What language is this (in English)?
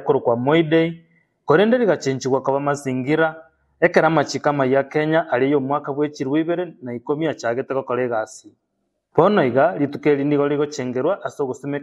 Gusii